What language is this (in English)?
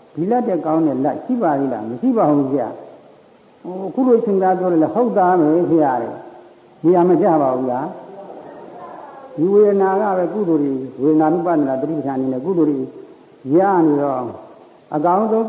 Burmese